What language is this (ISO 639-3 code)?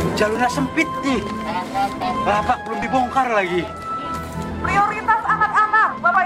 ind